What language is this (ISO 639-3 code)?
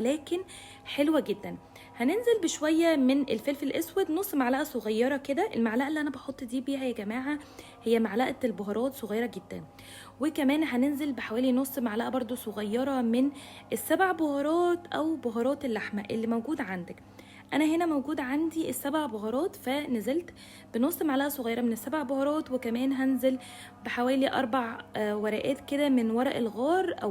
arz